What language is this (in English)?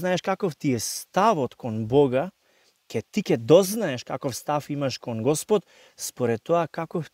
Macedonian